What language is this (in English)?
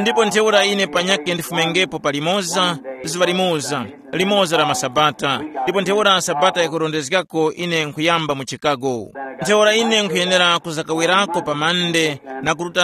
Tumbuka